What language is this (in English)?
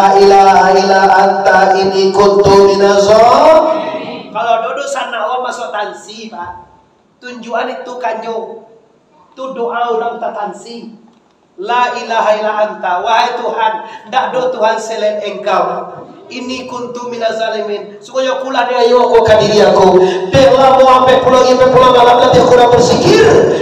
Minangkabau